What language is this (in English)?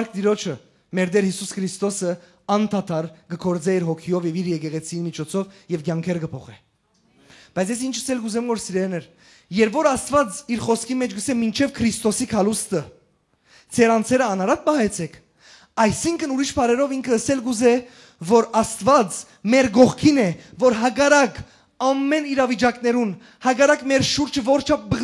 Western Armenian